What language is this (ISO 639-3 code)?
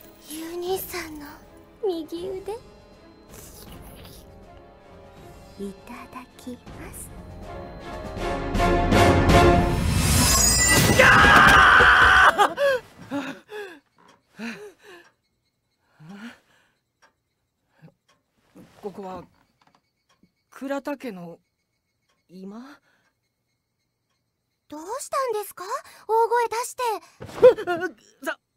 jpn